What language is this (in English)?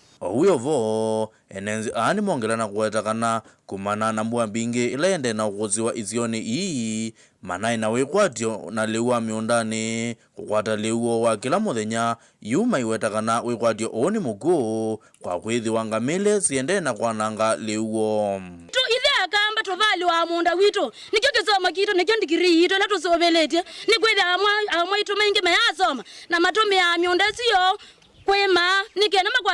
Kamba